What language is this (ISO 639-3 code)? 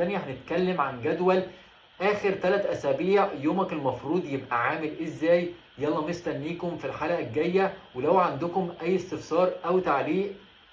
arz